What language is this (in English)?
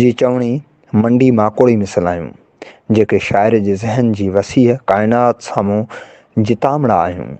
Sindhi